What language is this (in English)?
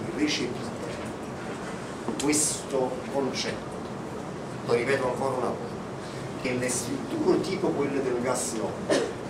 Italian